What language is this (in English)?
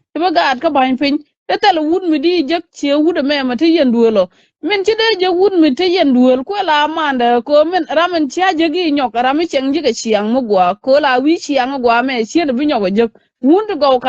Nuer